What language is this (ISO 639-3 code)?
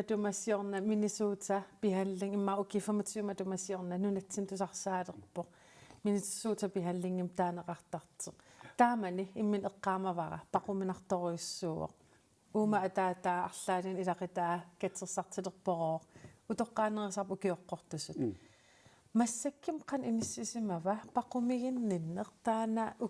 kal